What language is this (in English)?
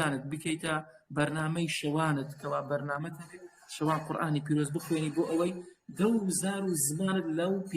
Central Kurdish